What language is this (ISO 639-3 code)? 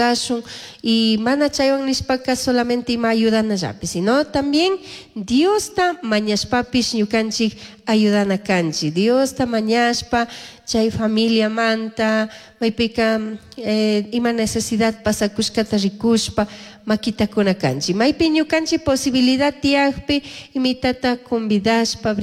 qug